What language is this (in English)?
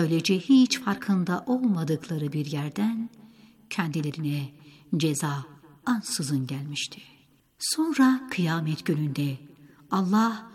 Turkish